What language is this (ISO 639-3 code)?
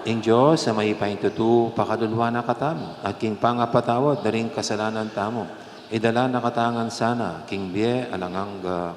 pam